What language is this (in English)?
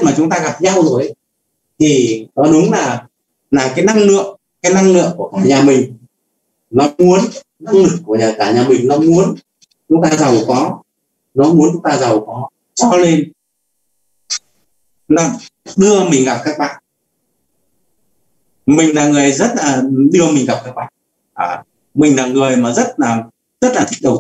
Vietnamese